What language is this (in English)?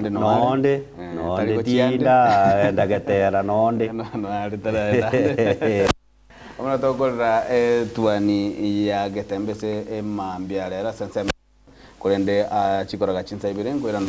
Gusii